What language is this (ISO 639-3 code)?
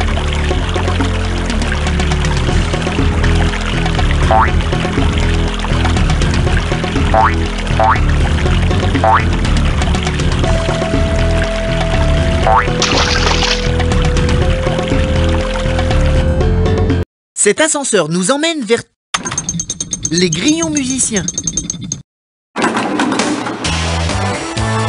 fra